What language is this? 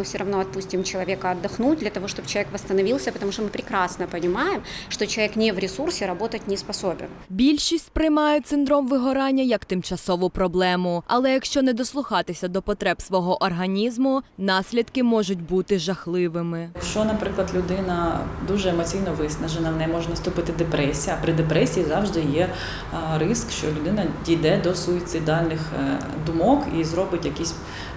Ukrainian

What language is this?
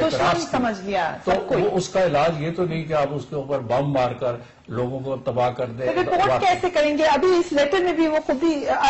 Urdu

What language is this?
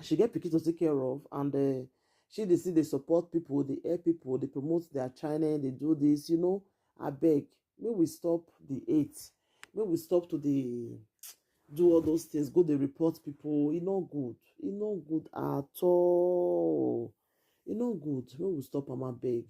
Nigerian Pidgin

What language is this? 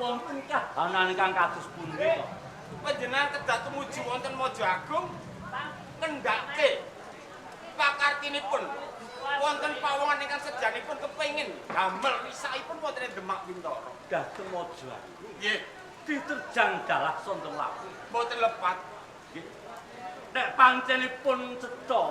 Javanese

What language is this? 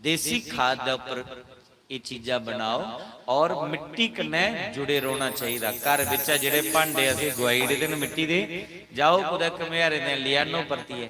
Dogri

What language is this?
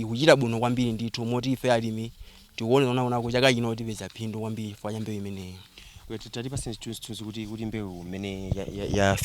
Nyanja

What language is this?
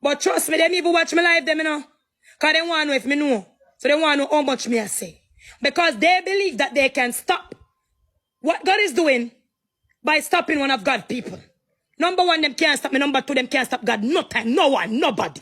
Jamaican Creole English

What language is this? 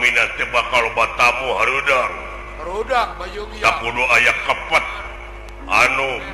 Sundanese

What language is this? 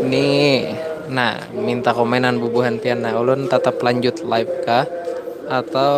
Banjar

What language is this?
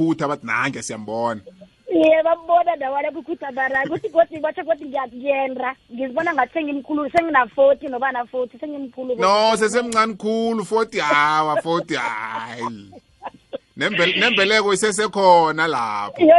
South Ndebele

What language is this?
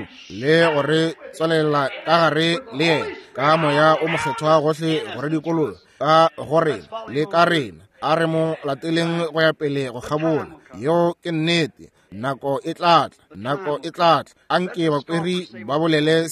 Northern Sotho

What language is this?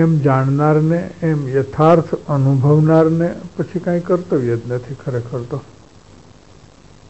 Gujarati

